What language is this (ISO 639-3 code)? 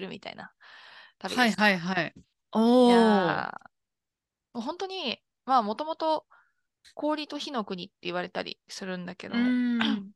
jpn